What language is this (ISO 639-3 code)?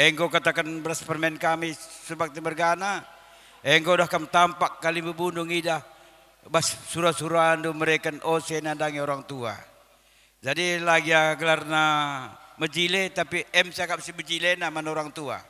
btx